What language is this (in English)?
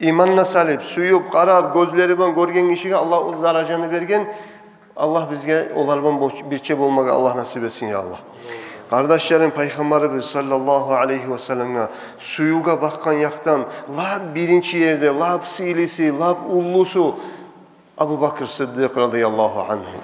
Kumyk